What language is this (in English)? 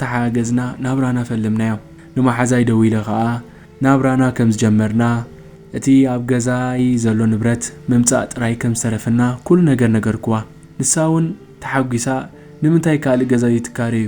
Tigrinya